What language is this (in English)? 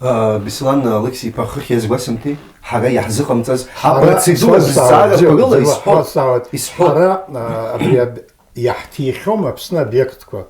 Abkhazian